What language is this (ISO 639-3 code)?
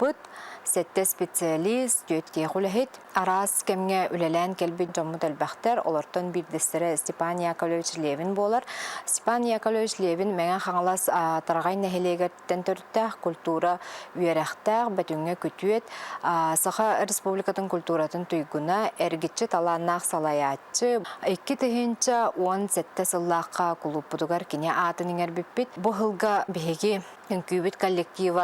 sah